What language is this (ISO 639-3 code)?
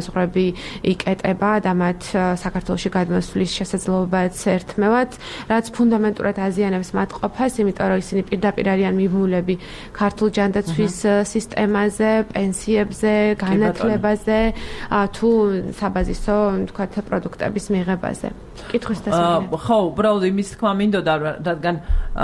kat